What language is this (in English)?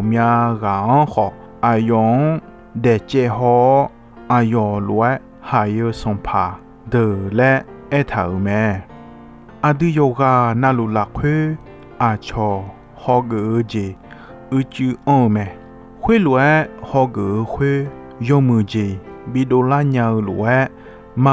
Akha